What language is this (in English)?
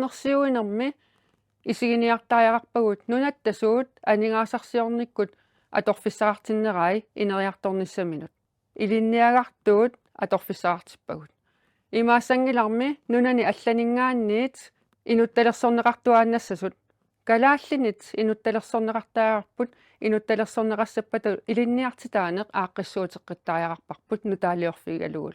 Kalaallisut